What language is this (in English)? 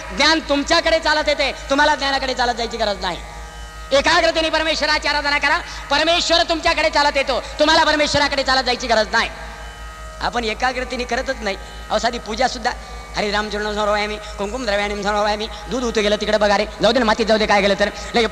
Marathi